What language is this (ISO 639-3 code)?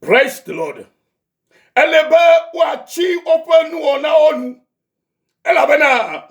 ewe